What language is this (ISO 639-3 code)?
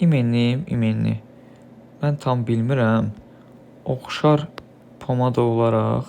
aze